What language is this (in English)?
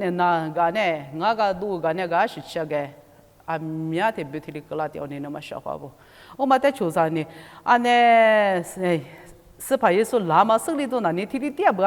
Lisu